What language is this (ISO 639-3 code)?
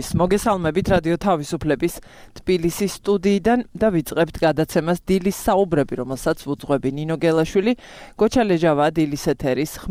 kat